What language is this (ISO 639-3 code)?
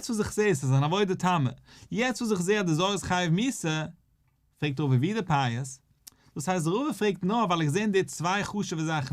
yid